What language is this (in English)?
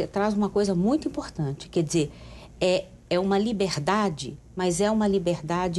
Portuguese